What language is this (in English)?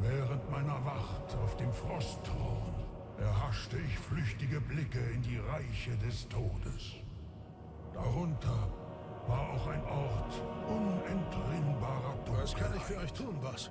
Swiss German